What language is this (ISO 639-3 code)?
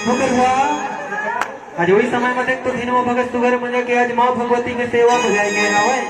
hne